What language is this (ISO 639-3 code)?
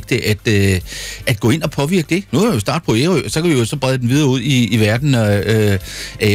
dan